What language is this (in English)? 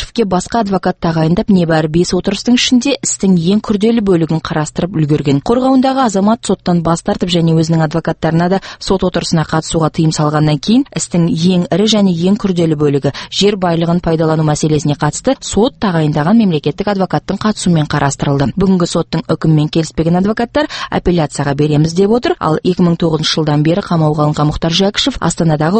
Kazakh